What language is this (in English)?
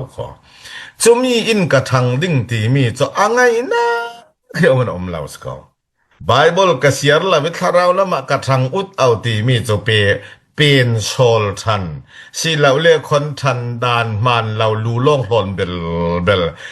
Falam Chin